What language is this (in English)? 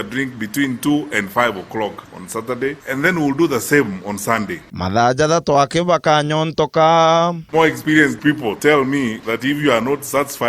Meru